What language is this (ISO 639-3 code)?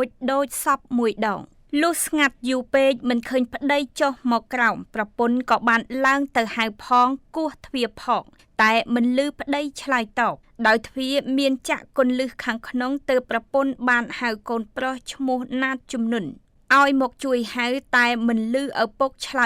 khm